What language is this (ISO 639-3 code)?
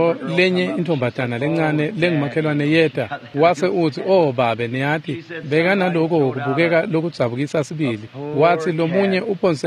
ssw